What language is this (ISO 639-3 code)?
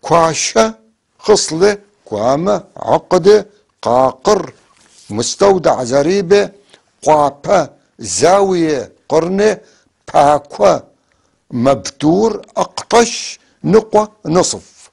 apc